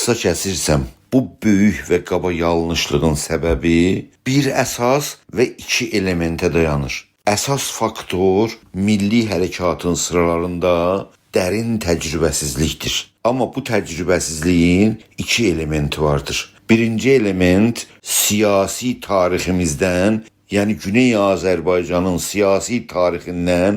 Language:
South Azerbaijani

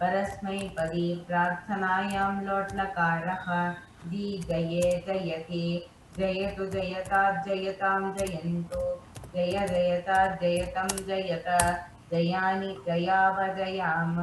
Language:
Sanskrit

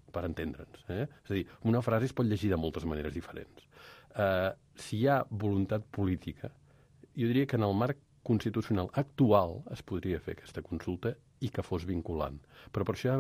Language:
Catalan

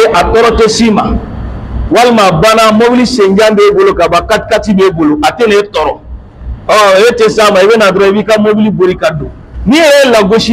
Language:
Bambara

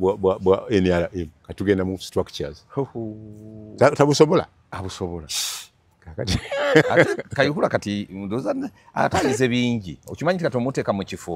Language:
Ganda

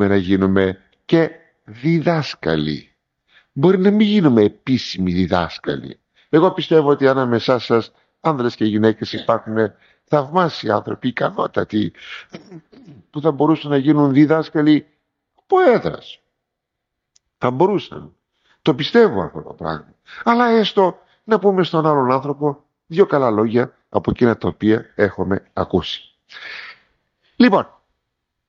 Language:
Greek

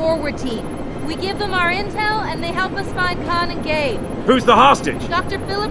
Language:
Bavarian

